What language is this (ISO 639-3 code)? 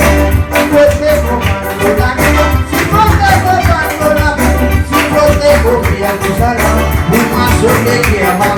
rcf